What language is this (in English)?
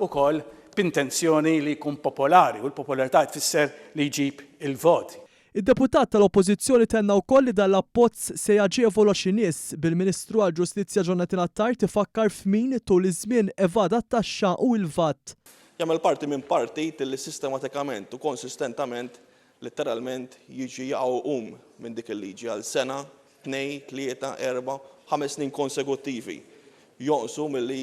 Maltese